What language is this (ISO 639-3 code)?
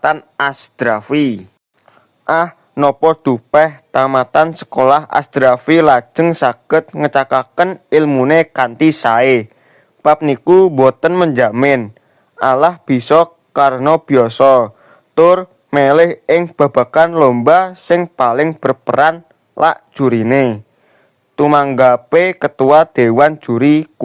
jav